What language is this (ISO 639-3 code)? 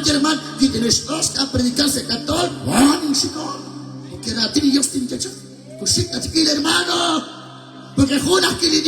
kek